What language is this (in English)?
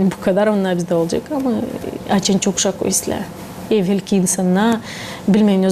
Gagauz